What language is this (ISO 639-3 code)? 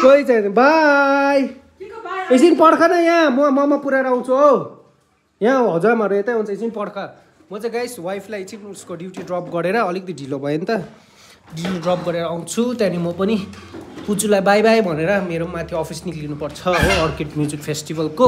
nep